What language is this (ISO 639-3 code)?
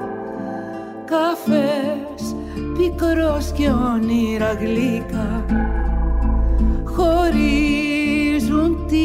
ell